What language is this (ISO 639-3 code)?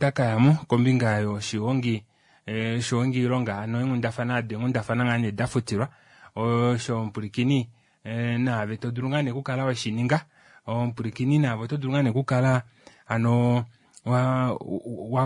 kua